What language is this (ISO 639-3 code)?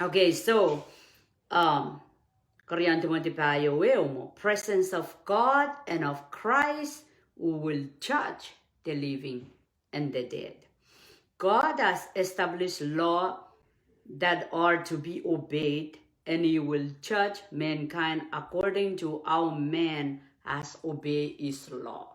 pon